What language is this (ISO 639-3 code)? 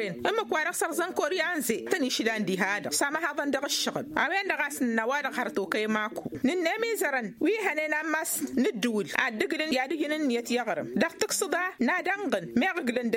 taq